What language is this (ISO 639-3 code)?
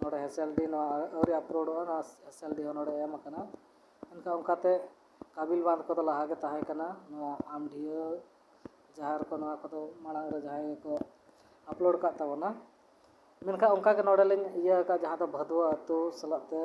sat